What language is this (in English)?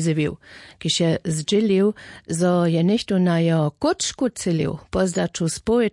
Upper Sorbian